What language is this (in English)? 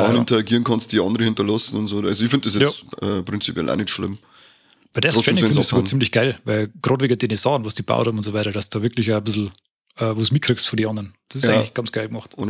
Bavarian